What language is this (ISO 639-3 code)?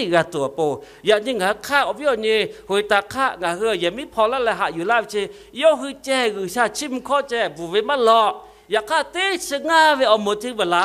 lhu